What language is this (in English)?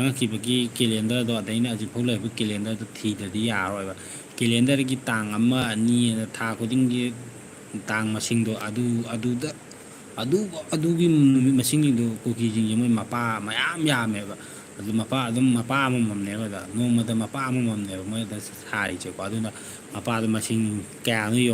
Manipuri